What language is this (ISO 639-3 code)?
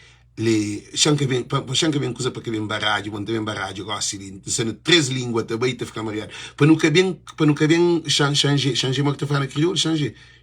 kea